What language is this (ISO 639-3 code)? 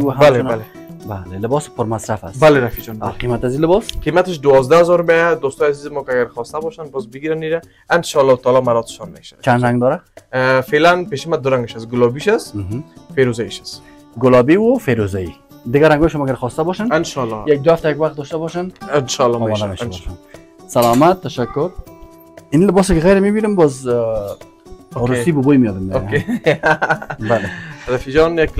fas